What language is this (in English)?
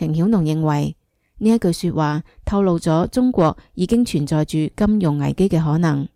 Cantonese